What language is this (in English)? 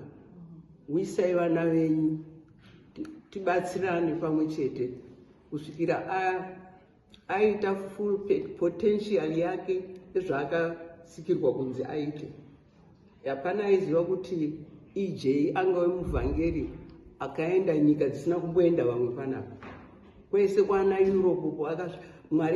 Shona